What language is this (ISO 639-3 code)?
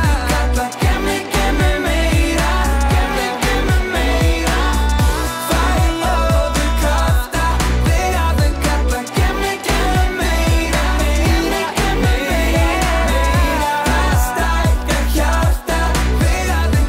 isl